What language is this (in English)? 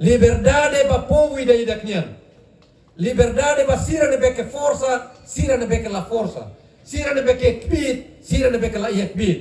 Tetum